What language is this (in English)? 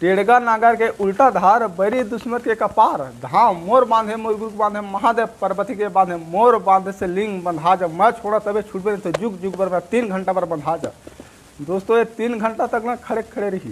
Chhattisgarhi